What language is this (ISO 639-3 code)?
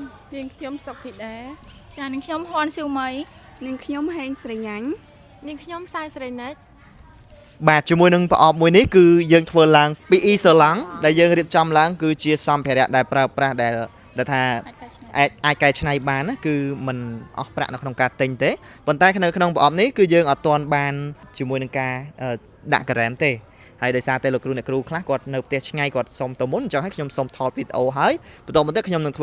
khm